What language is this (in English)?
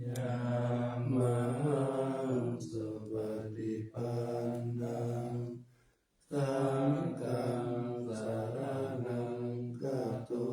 Pali